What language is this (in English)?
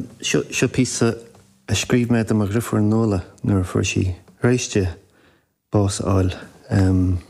Irish